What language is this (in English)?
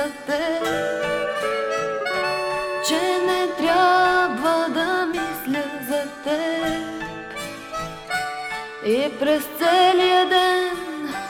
Bulgarian